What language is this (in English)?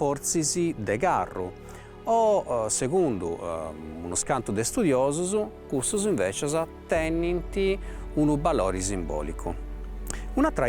Sardinian